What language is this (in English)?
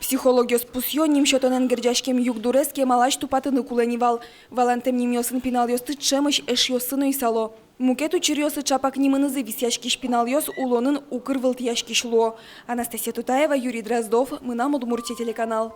Udmurt